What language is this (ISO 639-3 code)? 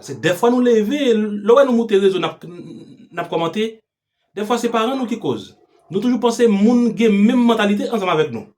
hat